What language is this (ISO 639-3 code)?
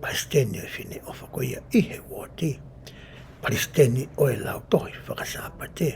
ton